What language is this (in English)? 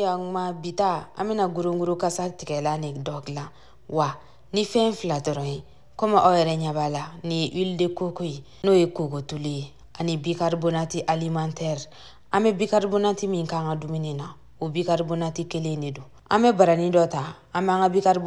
Bambara